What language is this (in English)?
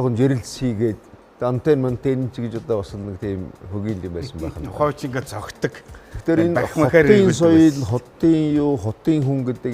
Mongolian